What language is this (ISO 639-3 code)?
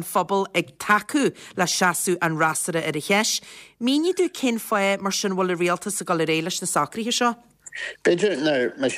gle